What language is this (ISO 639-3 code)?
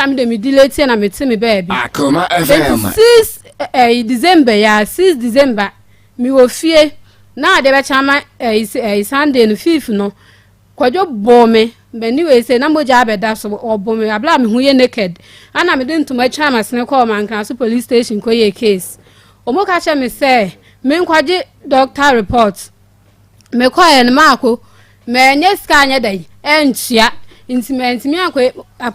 aka